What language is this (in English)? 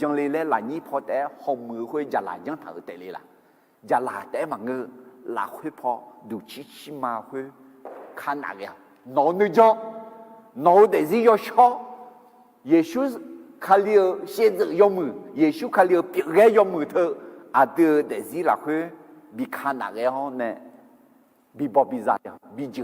Akha